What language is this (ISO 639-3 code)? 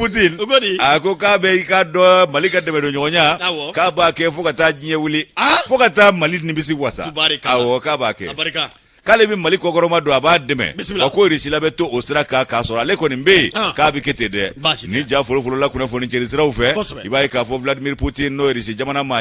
bam